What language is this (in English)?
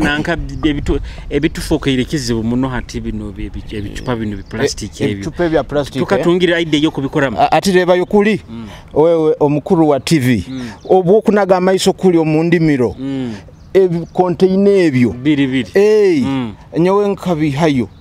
Nyoro